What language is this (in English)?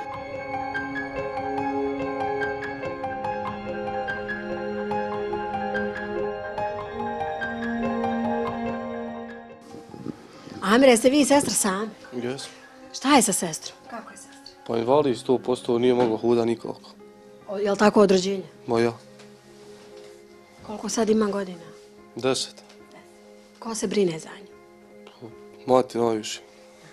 Bosnian